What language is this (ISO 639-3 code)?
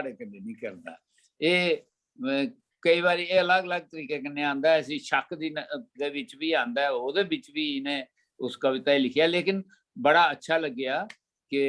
doi